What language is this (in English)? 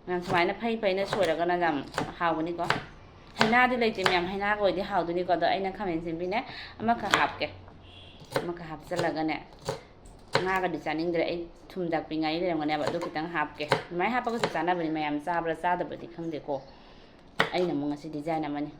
Manipuri